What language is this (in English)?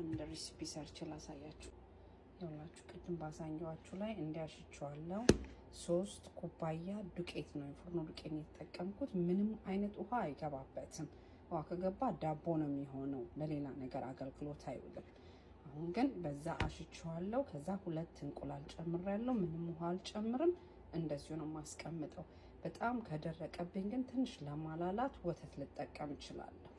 Amharic